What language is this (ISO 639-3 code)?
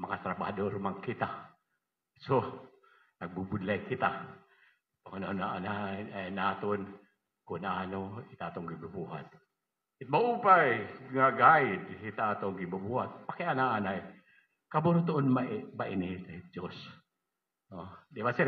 war